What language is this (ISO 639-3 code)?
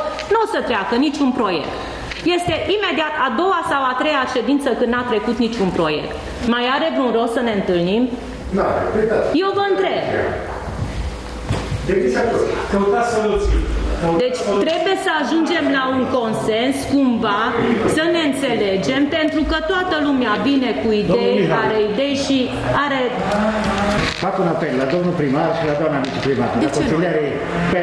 ron